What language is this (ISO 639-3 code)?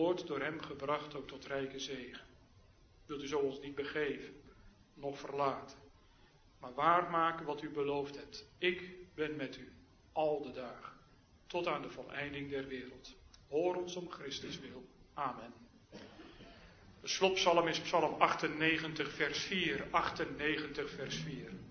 nld